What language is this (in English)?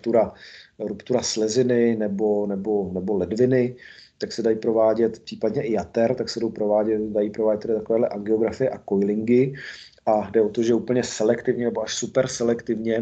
Czech